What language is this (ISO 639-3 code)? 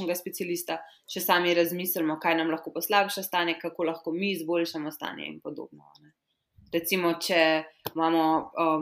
slv